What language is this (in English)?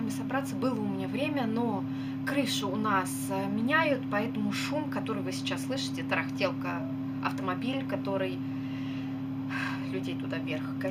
Russian